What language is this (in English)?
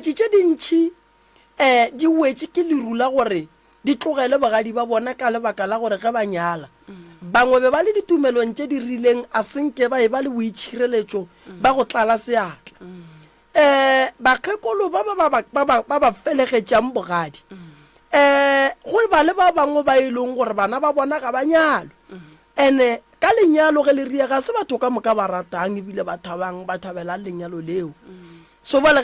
Northern Sotho